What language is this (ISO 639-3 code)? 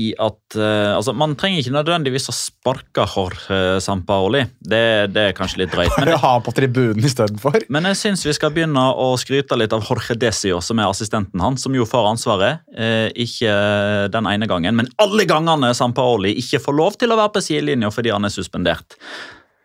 nor